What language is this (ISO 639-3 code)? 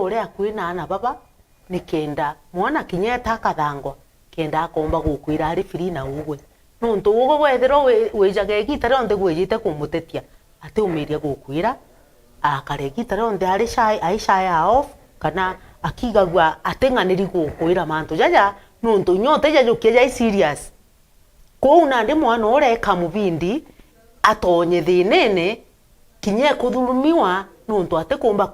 mer